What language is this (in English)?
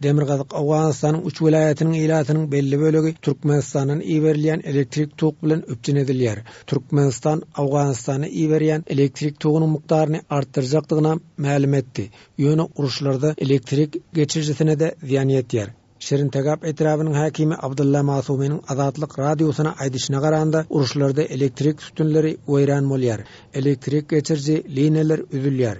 Turkmen